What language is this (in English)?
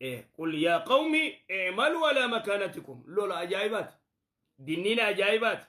Oromo